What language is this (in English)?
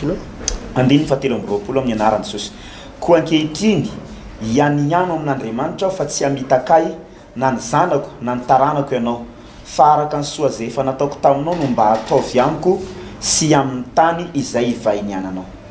Malagasy